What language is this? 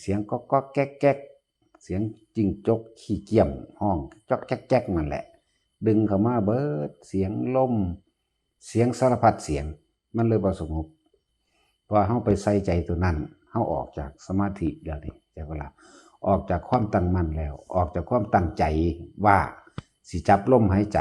Northeastern Thai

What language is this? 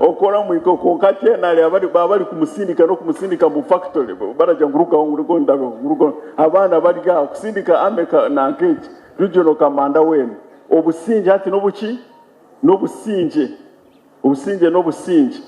Nyankole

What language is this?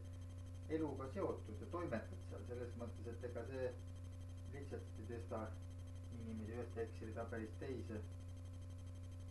Estonian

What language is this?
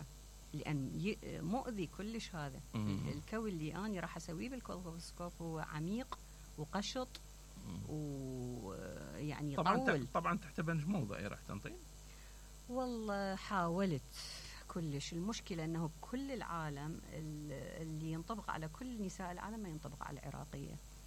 Mesopotamian Arabic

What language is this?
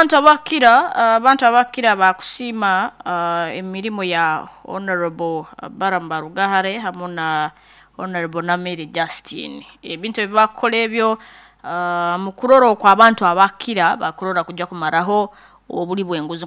Nyoro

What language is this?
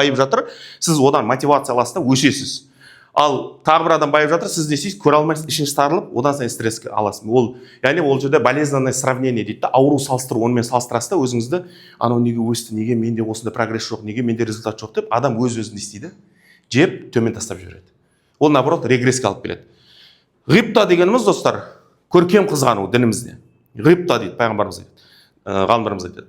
Kazakh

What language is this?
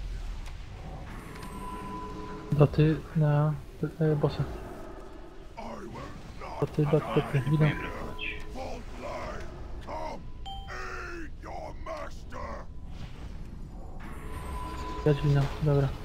Polish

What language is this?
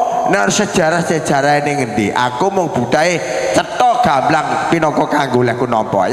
Javanese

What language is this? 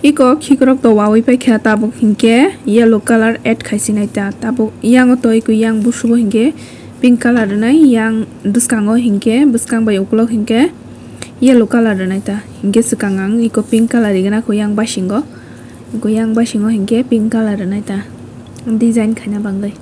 Kok Borok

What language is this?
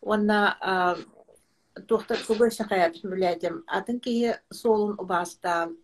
Yakut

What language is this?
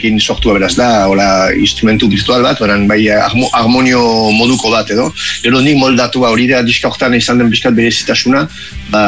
Basque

